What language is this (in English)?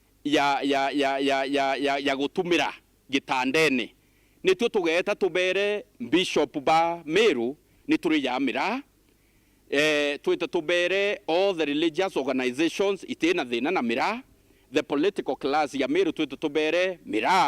Meru